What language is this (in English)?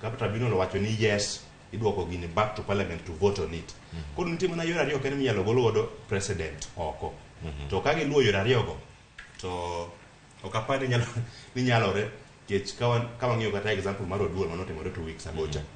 Luo (Kenya and Tanzania)